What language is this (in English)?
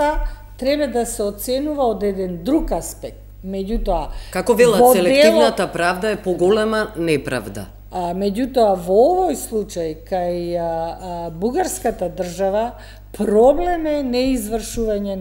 Macedonian